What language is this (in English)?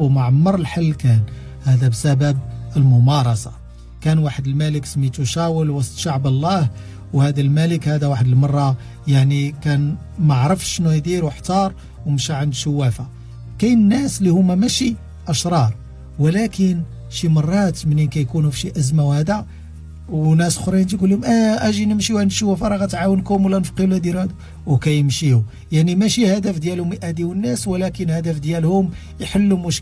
Moroccan Arabic